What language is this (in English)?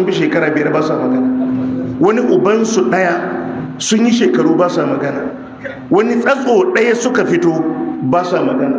Hausa